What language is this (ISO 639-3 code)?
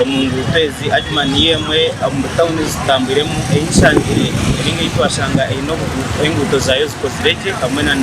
nyn